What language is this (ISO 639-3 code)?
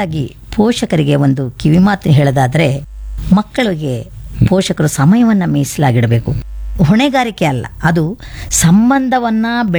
kan